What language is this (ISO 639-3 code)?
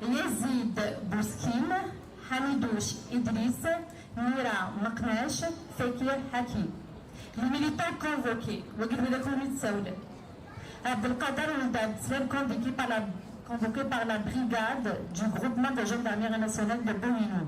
kab